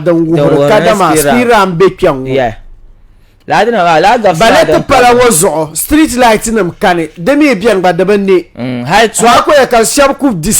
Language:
Dagbani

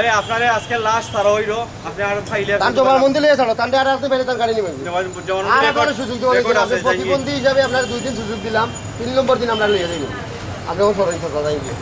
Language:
Sylheti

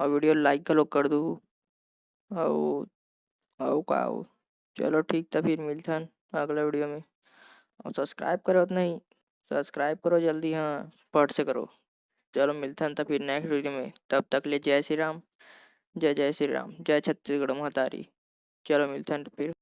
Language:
Chhattisgarhi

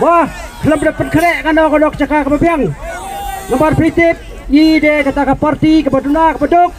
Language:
Khasi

